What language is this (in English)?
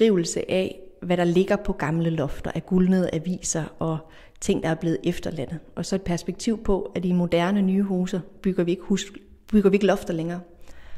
Danish